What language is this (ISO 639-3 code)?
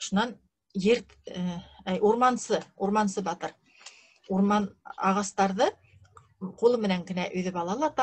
bak